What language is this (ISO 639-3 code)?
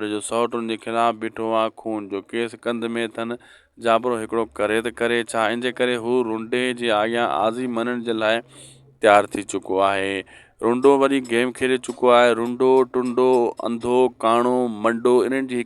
snd